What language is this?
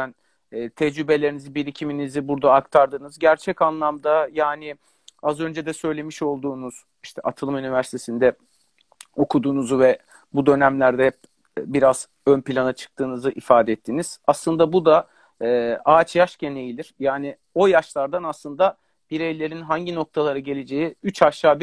Turkish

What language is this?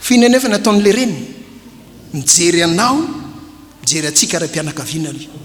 Malagasy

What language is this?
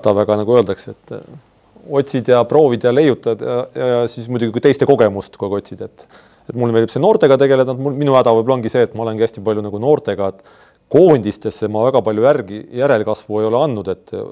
Estonian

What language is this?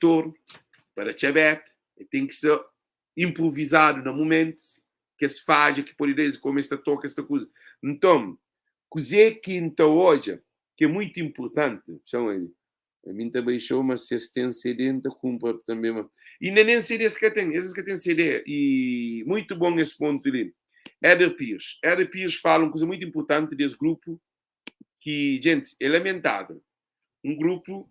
Kabuverdianu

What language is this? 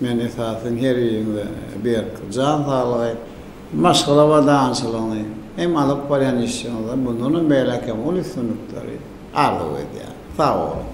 Turkmen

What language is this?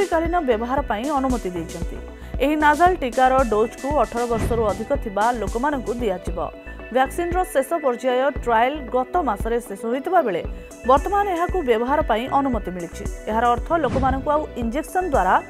Odia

